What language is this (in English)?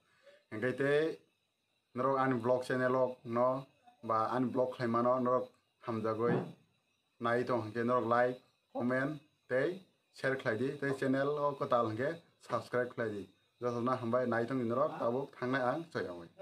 Kok Borok